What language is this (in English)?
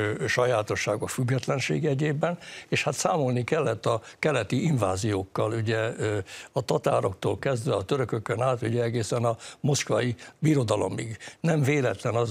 Hungarian